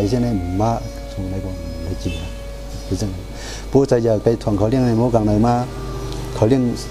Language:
Shan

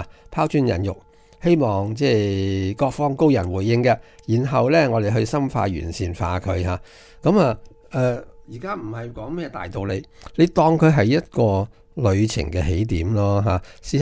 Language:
Cantonese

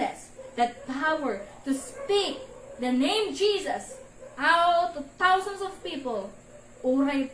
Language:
Iloko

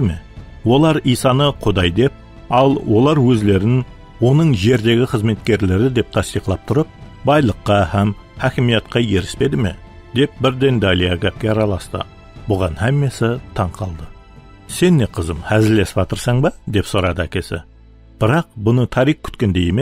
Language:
Kara-Kalpak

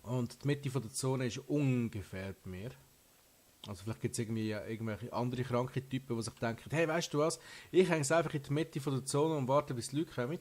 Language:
Swiss German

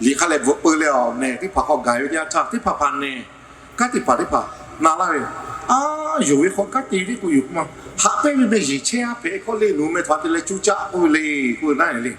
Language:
Lahu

